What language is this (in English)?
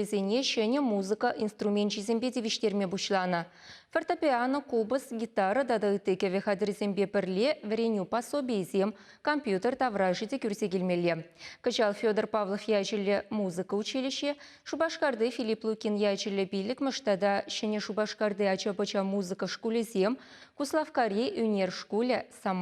Chuvash